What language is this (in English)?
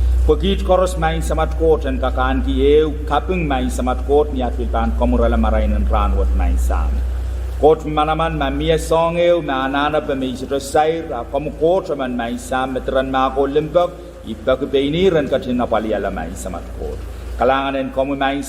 Pohnpeian